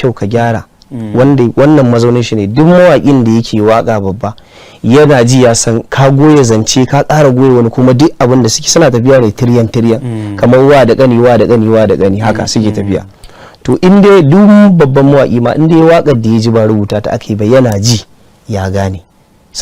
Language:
Hausa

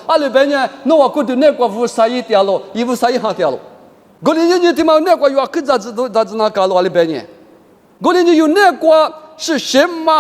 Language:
Lisu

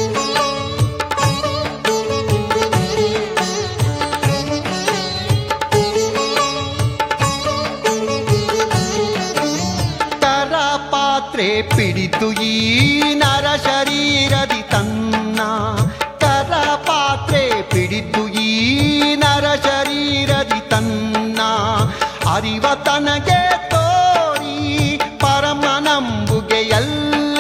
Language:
Kannada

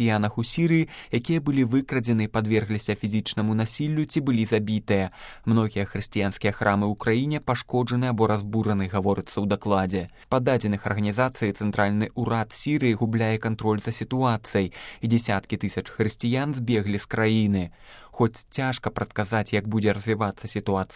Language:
Belarusian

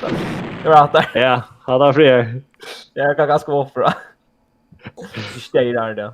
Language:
Faroese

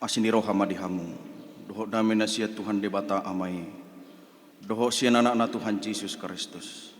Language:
Batak Toba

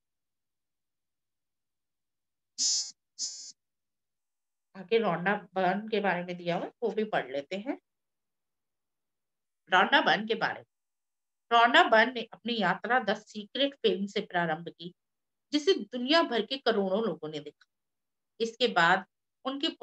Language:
Hindi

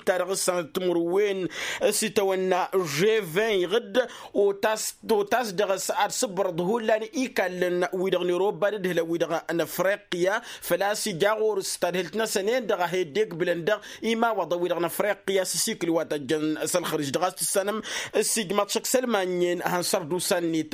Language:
Tamasheq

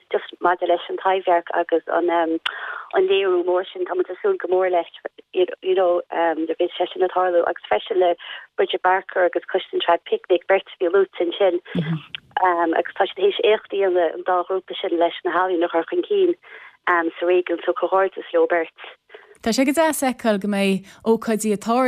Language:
Irish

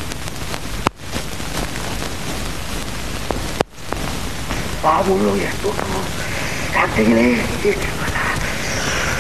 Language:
Kannada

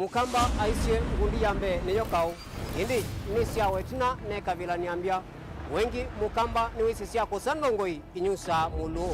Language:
Kamba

